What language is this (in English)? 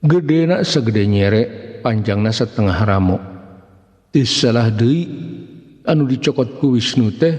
Sundanese